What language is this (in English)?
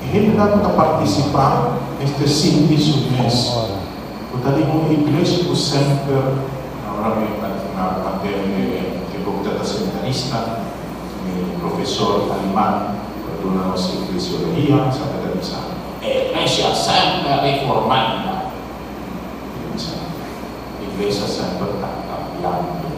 Papiamento